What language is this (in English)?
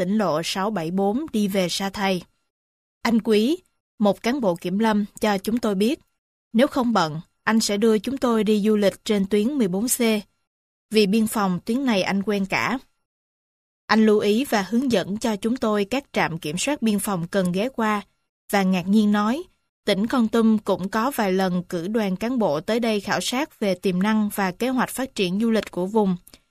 Vietnamese